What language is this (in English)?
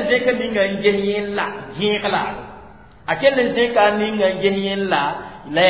Mossi